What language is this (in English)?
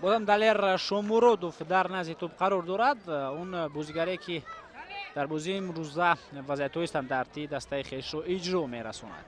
Tajik